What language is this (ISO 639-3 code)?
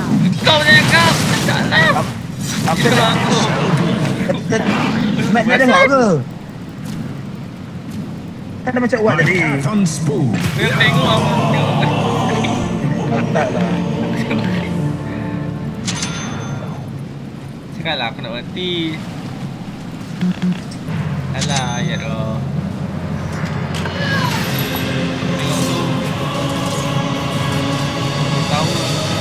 msa